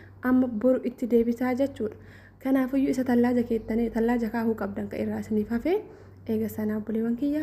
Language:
Oromo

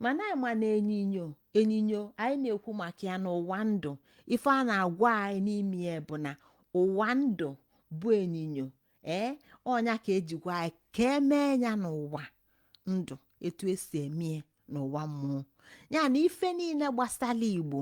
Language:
Igbo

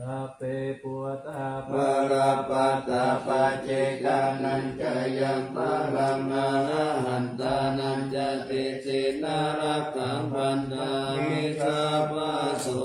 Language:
Pali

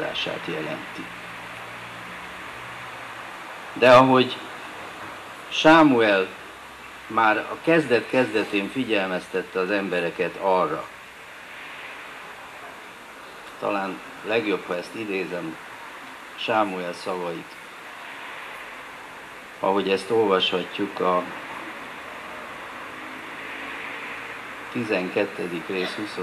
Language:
Hungarian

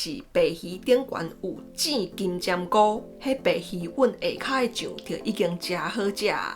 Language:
Min Nan Chinese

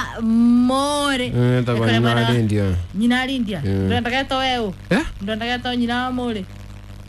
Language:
Kikuyu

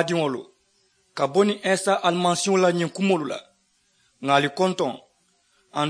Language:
Mandingo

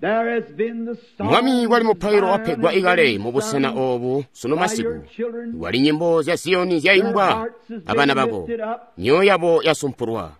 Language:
Tonga (Zambia)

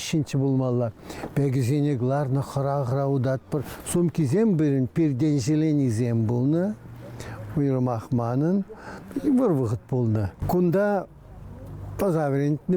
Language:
Chuvash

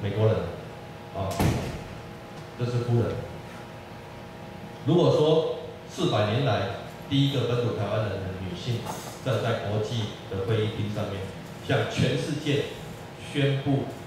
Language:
Chinese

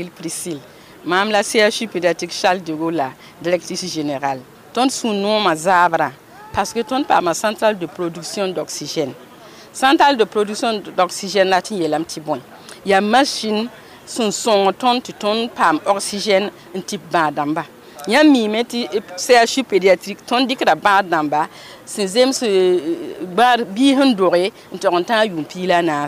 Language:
Mossi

